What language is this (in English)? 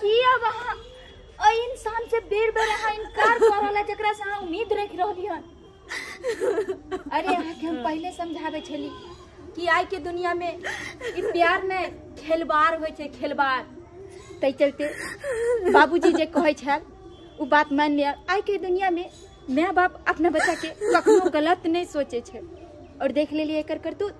Maithili